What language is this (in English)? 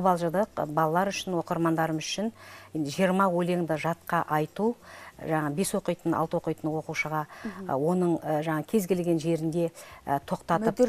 Kazakh